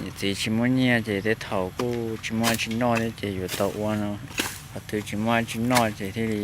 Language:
Hmong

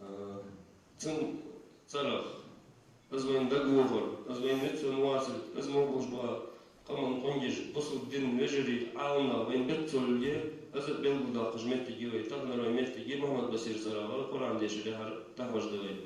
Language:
Ingush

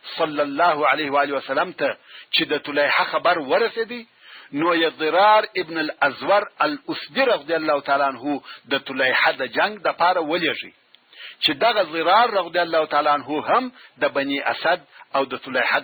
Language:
Pashto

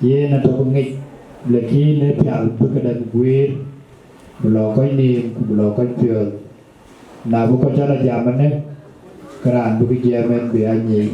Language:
Dinka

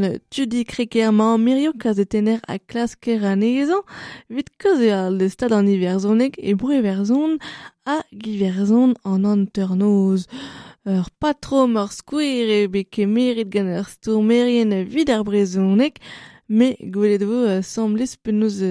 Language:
Breton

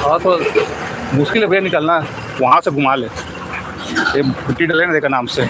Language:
Chhattisgarhi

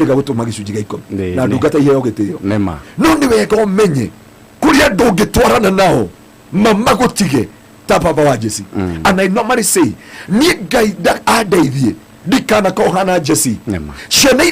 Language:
Kikuyu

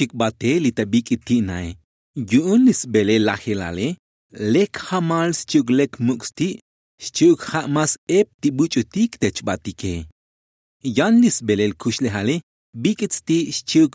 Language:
Tzotzil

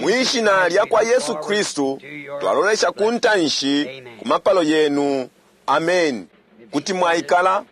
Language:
Bemba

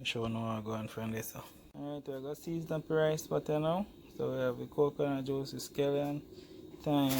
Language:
Jamaican Creole English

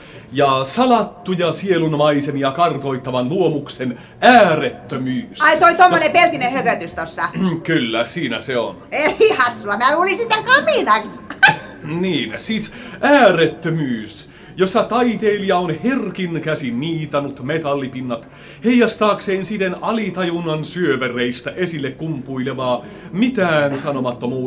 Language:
Finnish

